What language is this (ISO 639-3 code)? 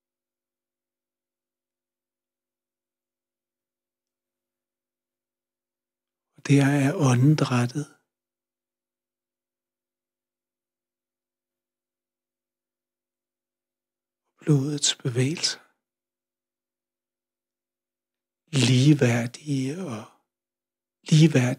dan